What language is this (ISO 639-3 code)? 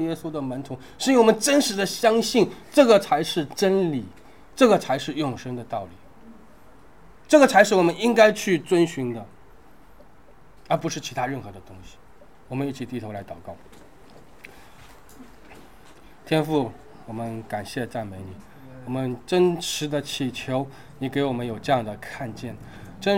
zho